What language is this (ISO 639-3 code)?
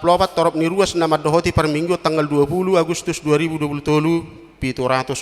bbc